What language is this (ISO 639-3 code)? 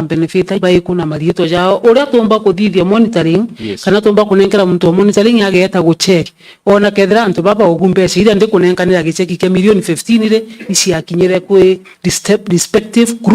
mer